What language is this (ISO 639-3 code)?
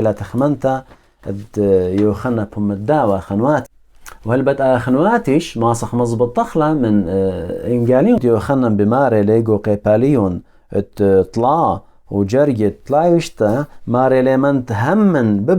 aii